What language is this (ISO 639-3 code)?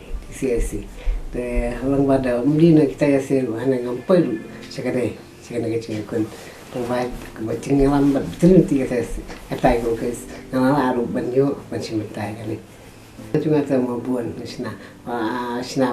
kha